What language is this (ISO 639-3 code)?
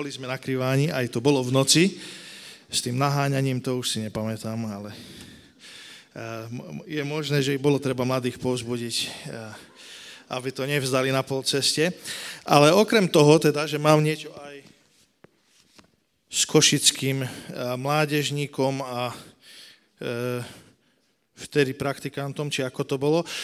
slk